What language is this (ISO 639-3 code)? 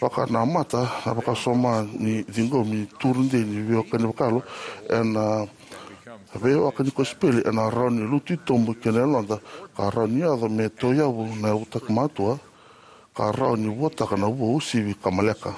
fij